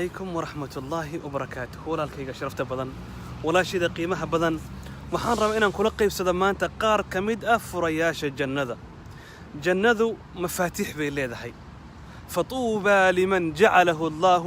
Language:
Somali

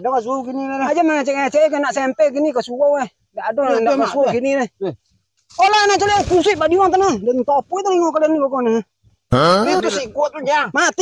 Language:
Minangkabau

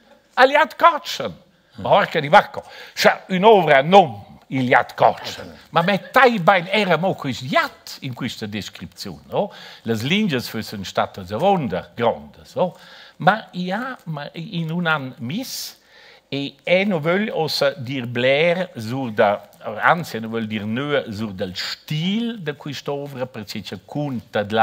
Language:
Romansh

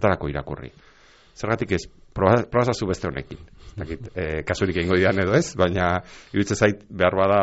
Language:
Basque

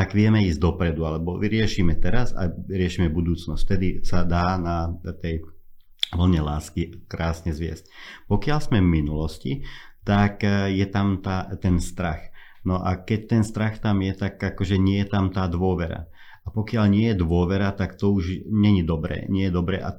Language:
Slovak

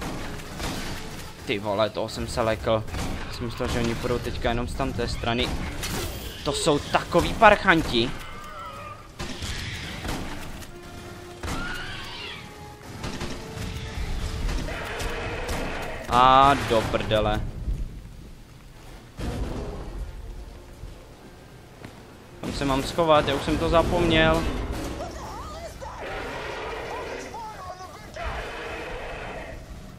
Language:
Czech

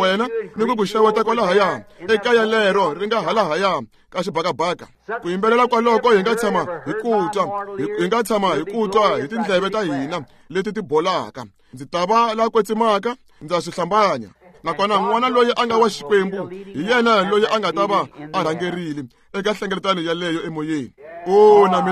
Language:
Tsonga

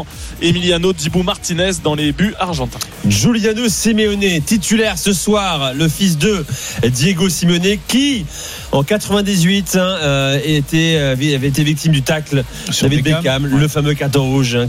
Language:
French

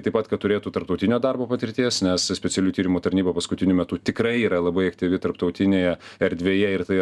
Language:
Lithuanian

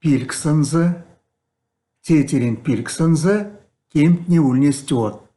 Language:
Erzya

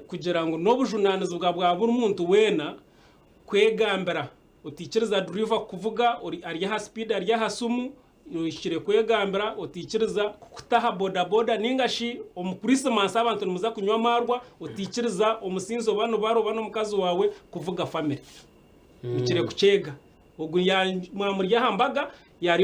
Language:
Nyankole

